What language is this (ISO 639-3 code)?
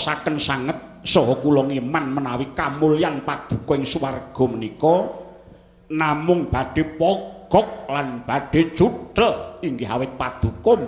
jav